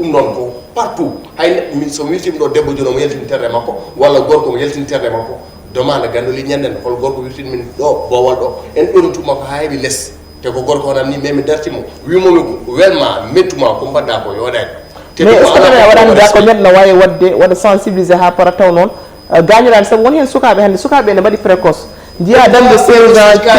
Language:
Fula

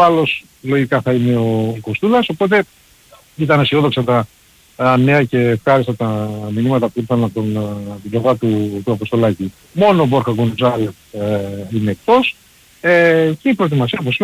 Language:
Greek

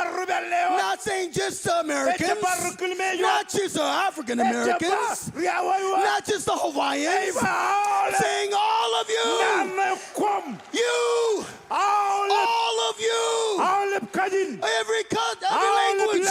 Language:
Marshallese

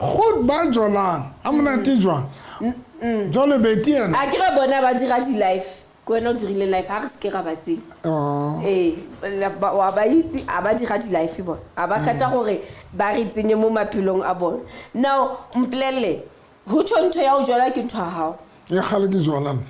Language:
Southern Sotho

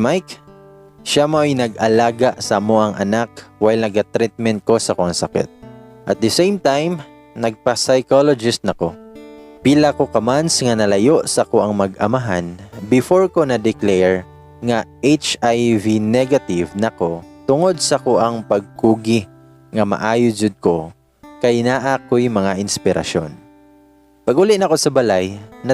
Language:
Cebuano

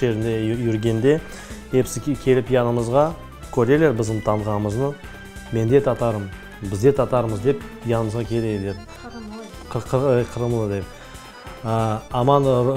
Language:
Crimean Tatar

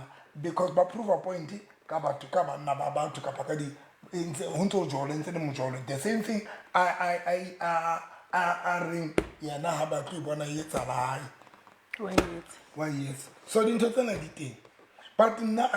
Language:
Southern Sotho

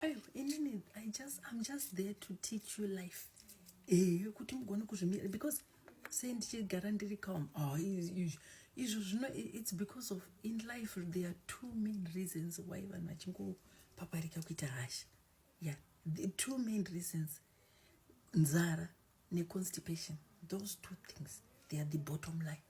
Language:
Shona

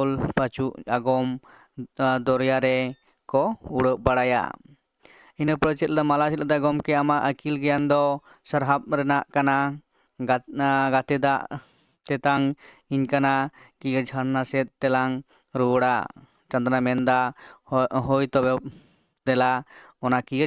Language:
Santali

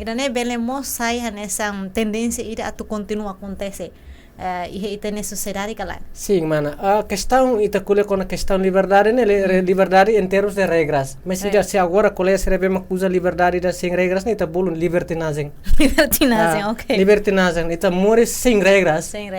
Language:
Tetum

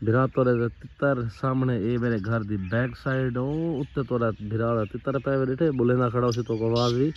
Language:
Saraiki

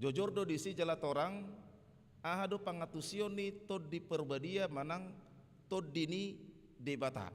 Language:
Batak Toba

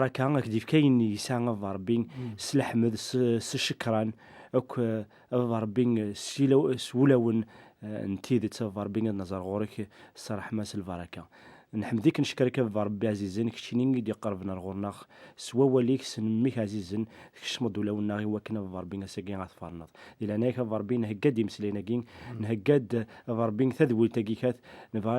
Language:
Kabyle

